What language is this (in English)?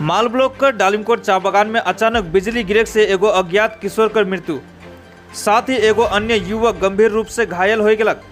Sadri